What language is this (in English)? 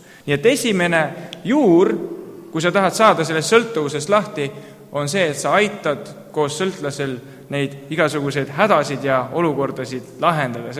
Estonian